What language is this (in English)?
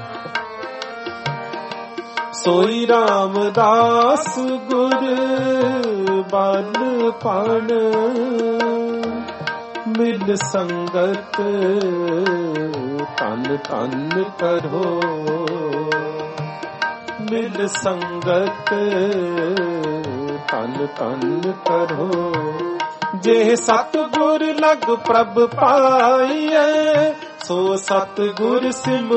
Punjabi